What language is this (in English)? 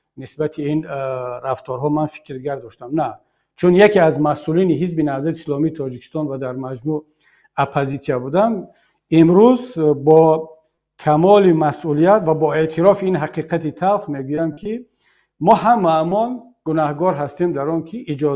Tajik